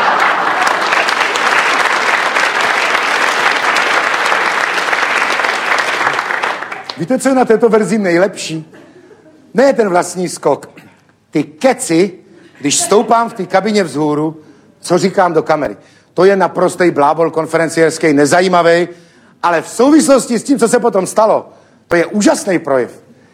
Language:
Czech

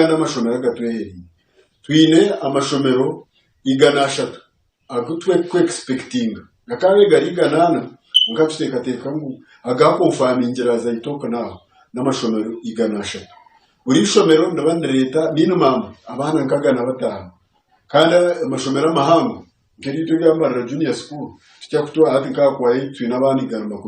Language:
Nyankole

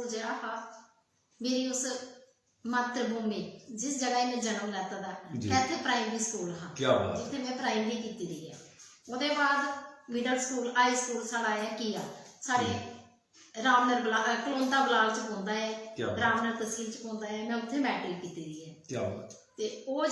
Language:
Dogri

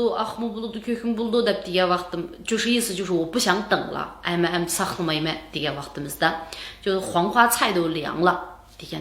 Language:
Uyghur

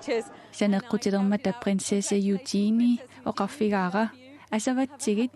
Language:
Kalaallisut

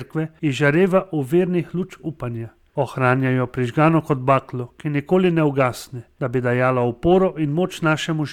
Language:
Slovenian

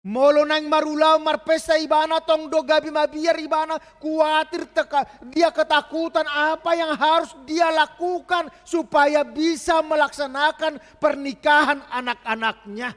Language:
Batak Toba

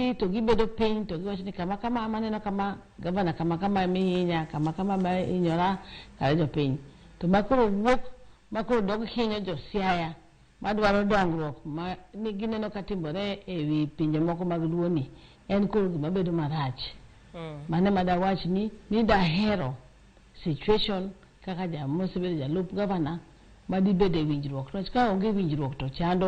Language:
Luo (Kenya and Tanzania)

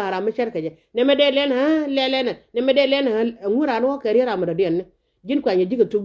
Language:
Nuer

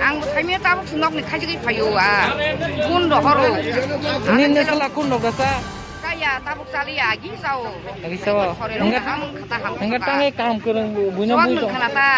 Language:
Kok Borok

